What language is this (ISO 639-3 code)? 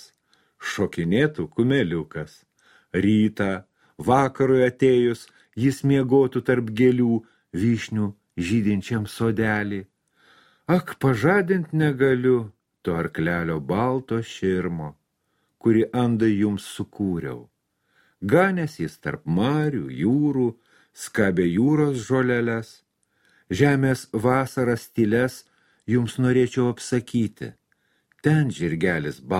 lit